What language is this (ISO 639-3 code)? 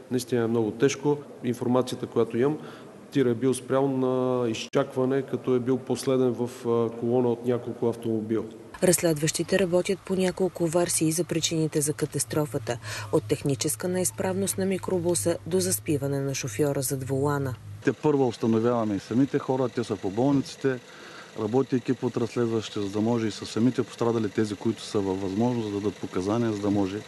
bul